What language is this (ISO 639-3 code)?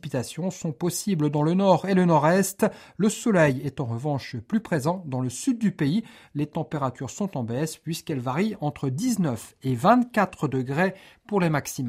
fra